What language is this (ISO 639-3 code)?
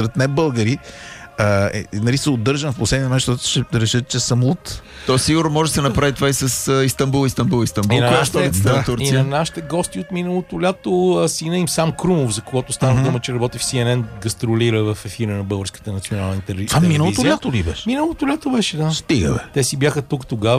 bul